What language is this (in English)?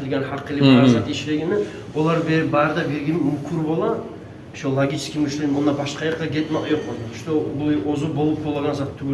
Kumyk